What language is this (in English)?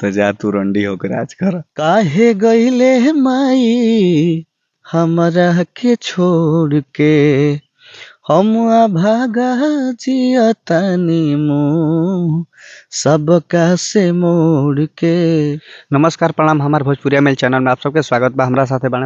Bhojpuri